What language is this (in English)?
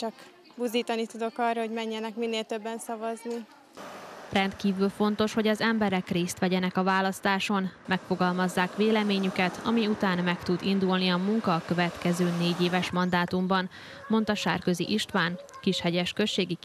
Hungarian